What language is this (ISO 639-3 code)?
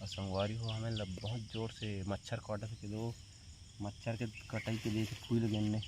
hne